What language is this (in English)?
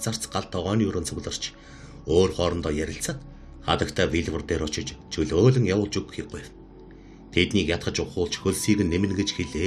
Mongolian